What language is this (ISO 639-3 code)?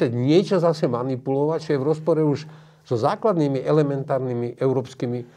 slk